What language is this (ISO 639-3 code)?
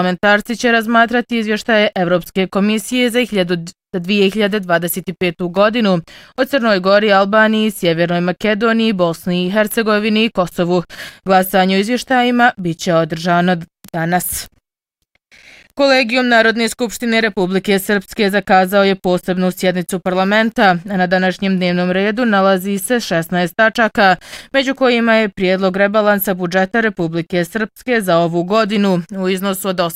bos